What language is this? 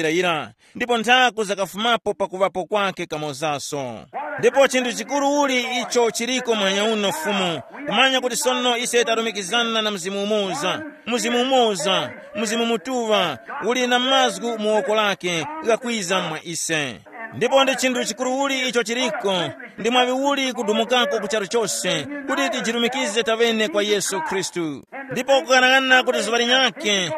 Tumbuka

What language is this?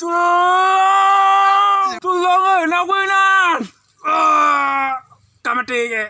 Achinese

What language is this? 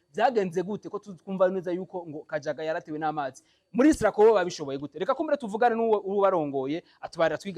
Rundi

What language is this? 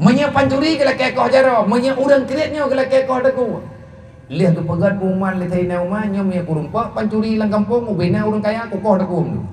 Achinese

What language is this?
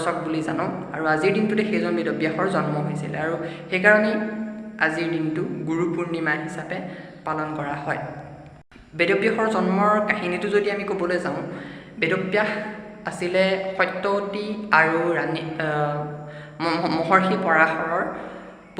Assamese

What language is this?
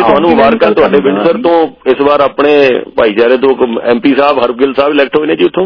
Punjabi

